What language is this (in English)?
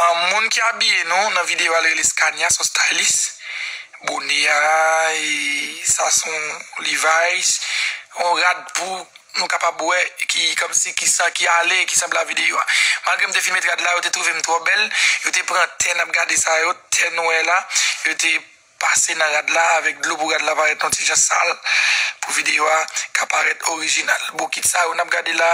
Haitian Creole